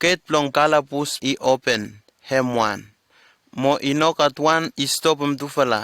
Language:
Bislama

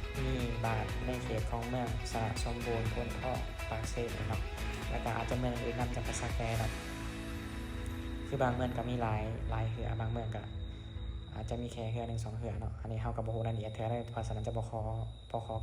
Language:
Lao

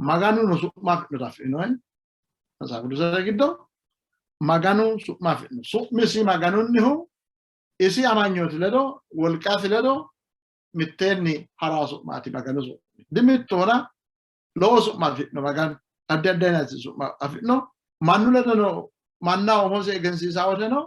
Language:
Sidamo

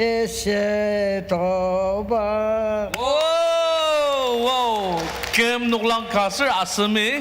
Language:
Ao Naga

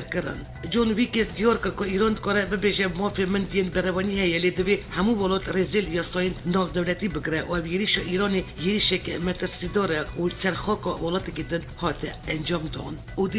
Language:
Kurdish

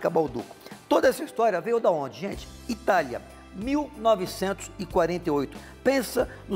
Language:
Portuguese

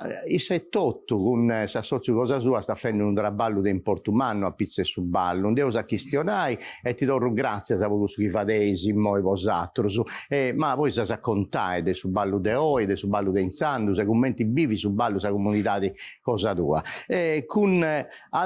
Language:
Sardinian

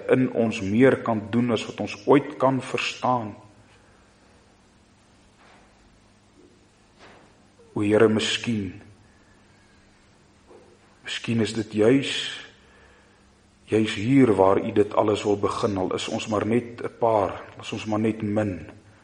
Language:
Afrikaans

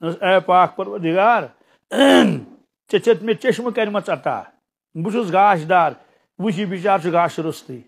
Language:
Kashmiri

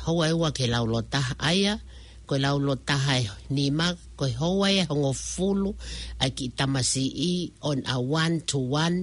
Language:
Tongan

